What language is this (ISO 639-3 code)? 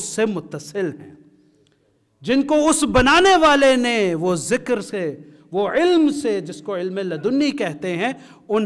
urd